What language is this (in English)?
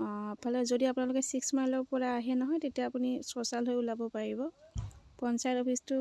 Assamese